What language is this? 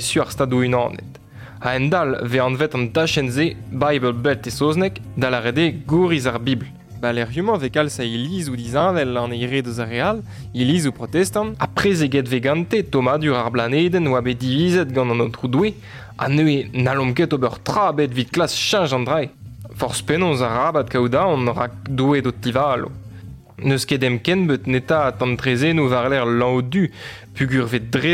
Breton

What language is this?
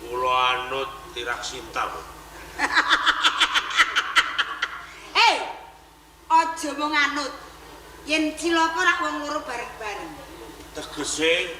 Javanese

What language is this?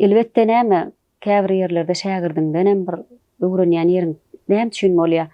Turkmen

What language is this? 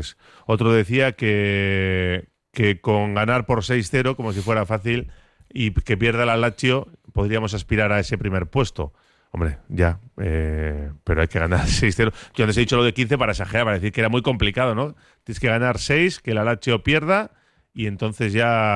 Spanish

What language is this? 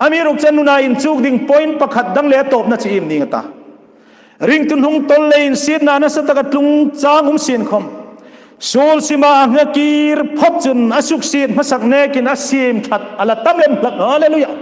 Hmar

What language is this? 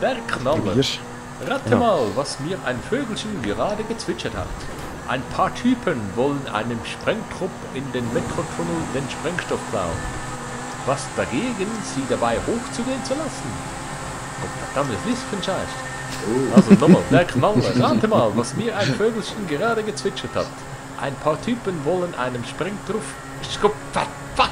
Swiss German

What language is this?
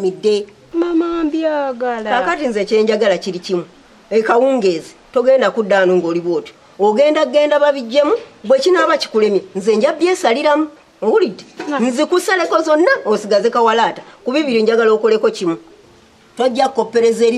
Ganda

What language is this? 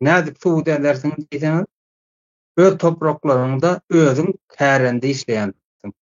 Turkmen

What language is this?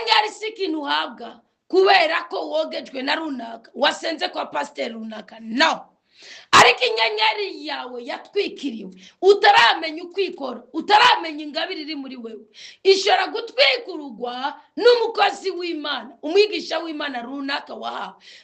Rundi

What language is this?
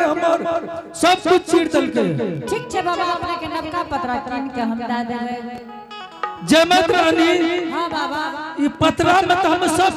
Angika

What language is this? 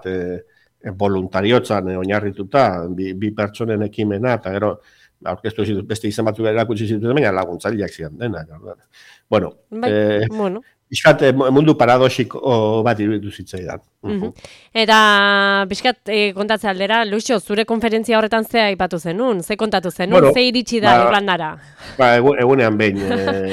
Basque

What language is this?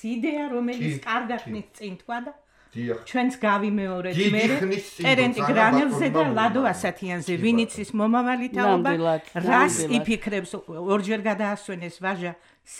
Georgian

